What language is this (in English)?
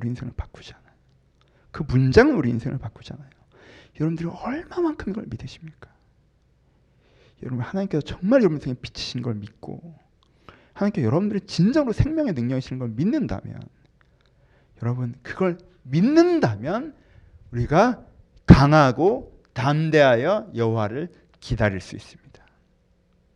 Korean